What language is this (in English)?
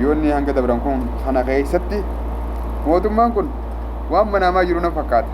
Oromo